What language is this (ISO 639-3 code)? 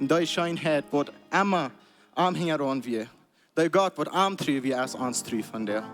pdt